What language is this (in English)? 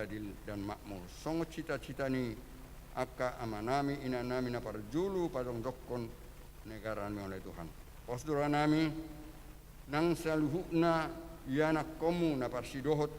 Batak Toba